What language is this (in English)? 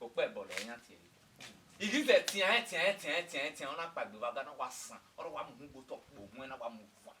Bini